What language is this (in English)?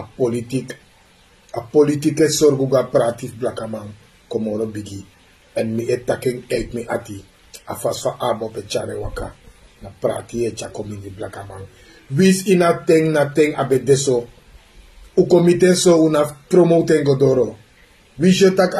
Sranan Tongo